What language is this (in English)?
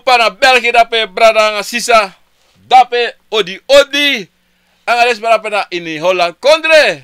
Sranan Tongo